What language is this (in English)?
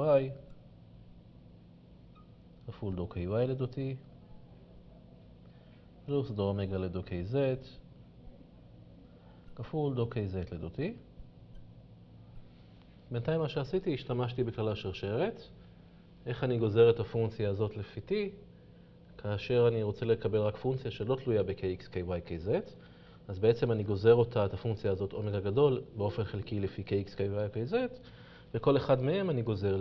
Hebrew